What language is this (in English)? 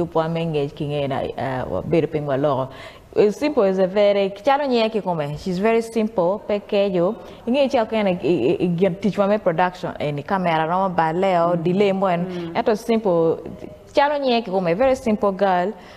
Acoli